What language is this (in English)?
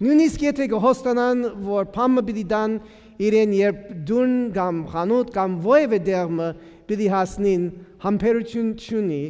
Western Armenian